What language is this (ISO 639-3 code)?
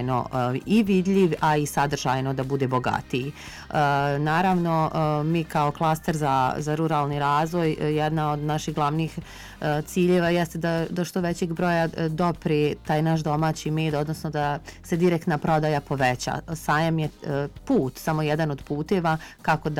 bos